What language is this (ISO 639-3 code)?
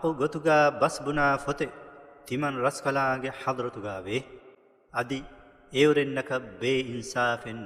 div